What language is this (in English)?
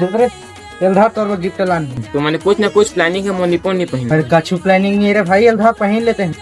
Chhattisgarhi